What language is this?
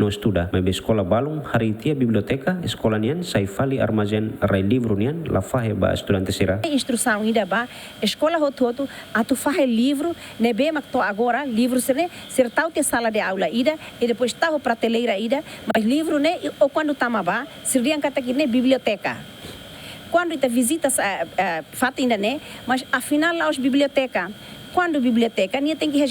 Tetum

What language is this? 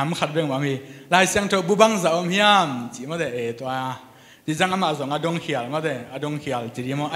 Tedim Chin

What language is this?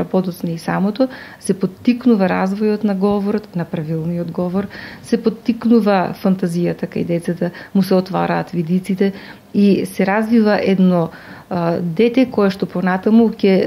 Macedonian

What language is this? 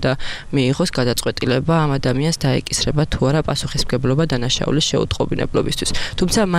Georgian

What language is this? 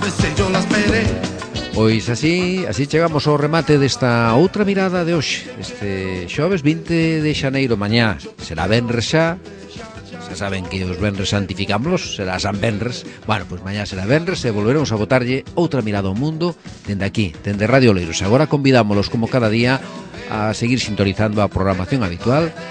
Galician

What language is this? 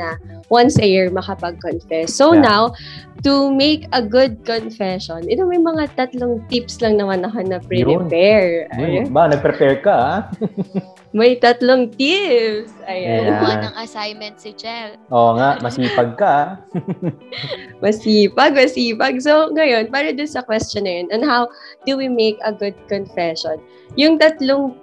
Filipino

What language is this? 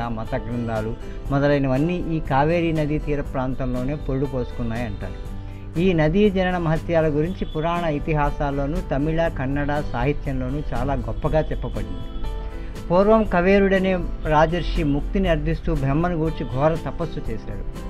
Telugu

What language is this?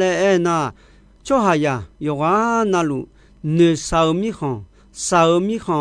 Akha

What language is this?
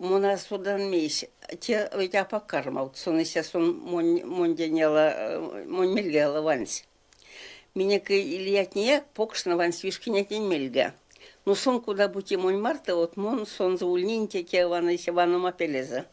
Erzya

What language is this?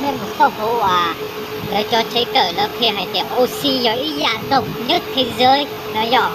Hmong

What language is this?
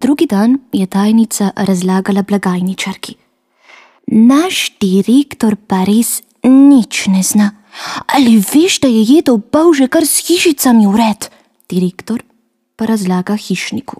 Slovenian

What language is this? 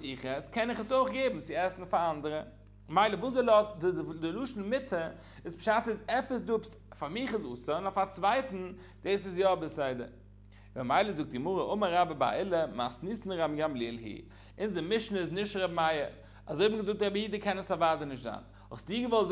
Yiddish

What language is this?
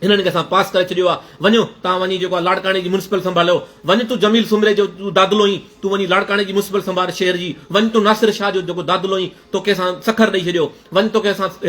Sindhi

